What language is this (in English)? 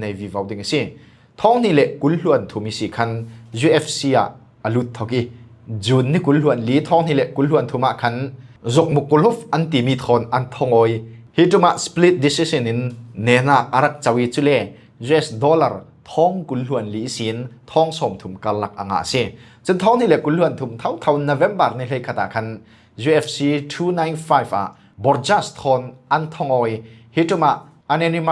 Falam Chin